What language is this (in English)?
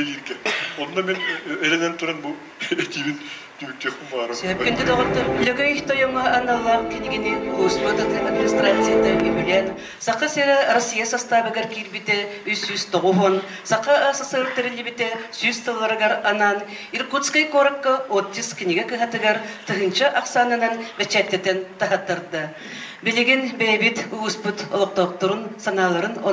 Yakut